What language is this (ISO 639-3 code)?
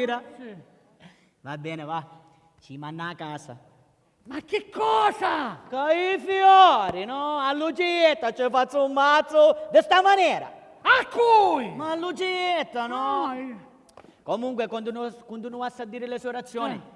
scn